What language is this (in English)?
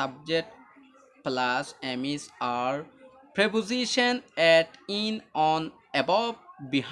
Rohingya